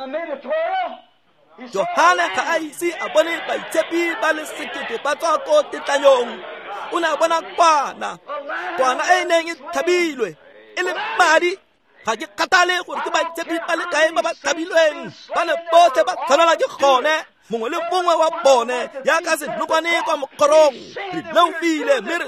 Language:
Tswana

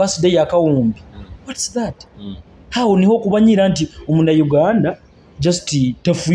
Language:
Nyoro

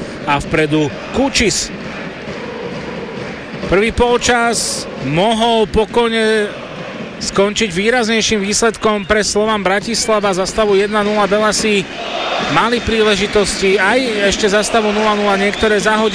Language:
Slovak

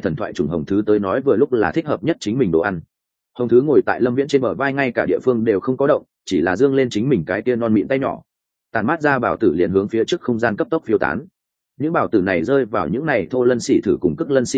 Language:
Vietnamese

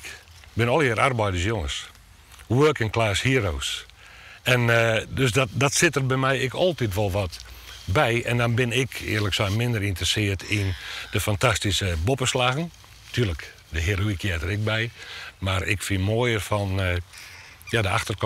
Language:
Western Frisian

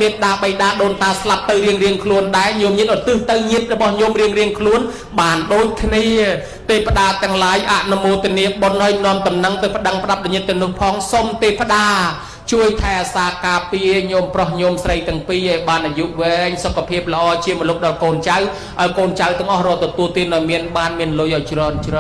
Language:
Khmer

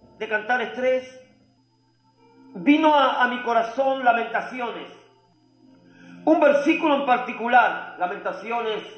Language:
Spanish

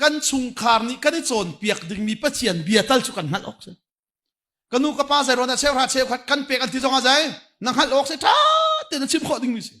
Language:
Hakha Chin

